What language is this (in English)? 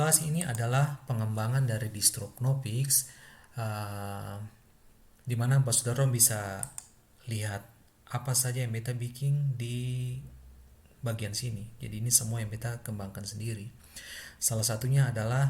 Ambonese Malay